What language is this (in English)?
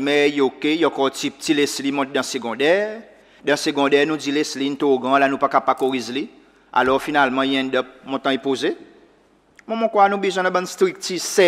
Seselwa Creole French